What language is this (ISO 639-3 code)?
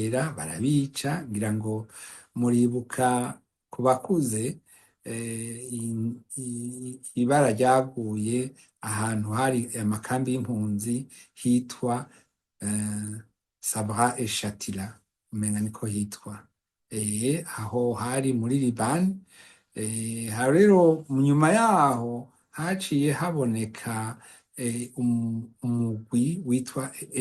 run